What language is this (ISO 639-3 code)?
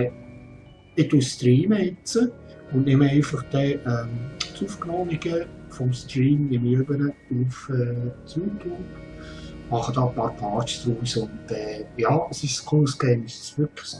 gsw